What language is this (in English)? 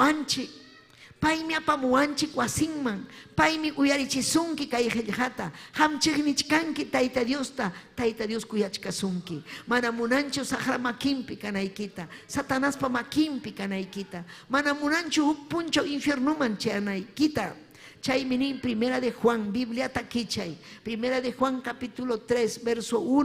Ayacucho Quechua